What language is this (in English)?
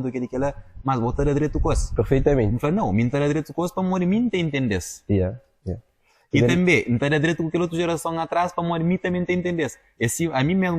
Kabuverdianu